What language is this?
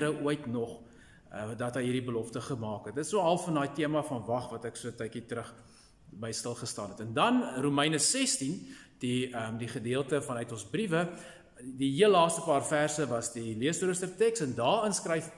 Afrikaans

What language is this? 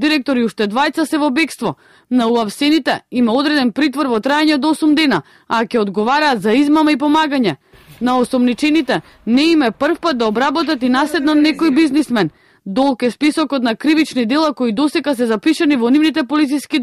Macedonian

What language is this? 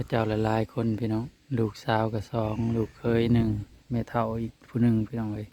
Northeastern Thai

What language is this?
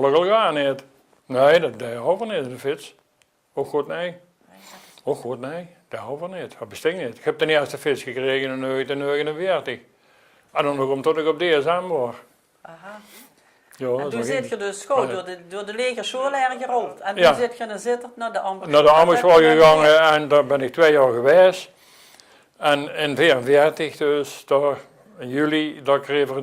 Limburgish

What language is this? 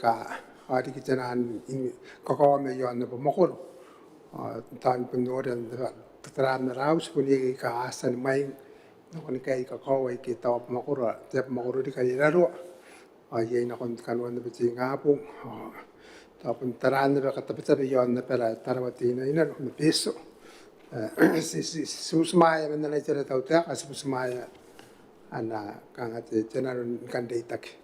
Gilbertese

